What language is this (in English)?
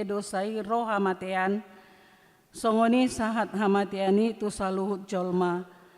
Batak Toba